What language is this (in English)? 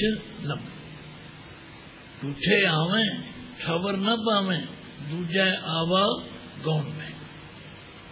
Punjabi